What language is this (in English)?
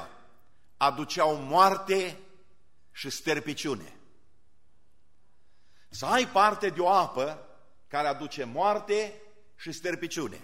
Romanian